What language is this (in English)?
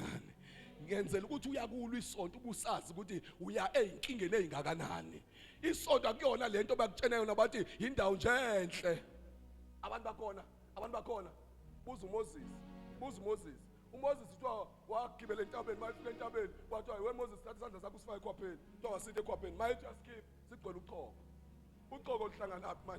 Zulu